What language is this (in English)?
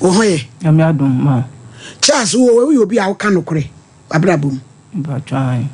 Akan